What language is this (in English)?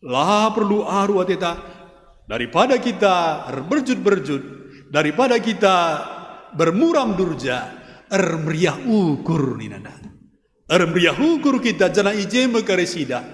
Batak Karo